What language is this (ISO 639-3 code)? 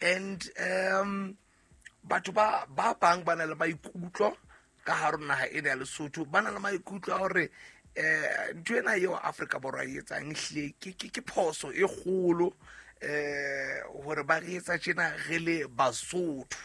sot